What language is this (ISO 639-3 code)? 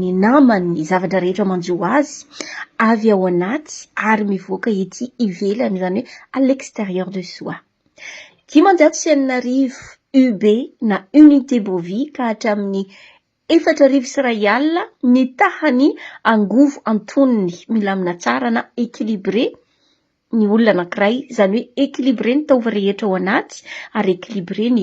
mlg